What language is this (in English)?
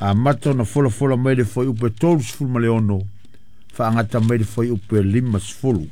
Samoan